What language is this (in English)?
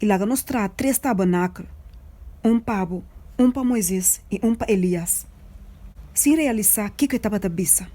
Papiamento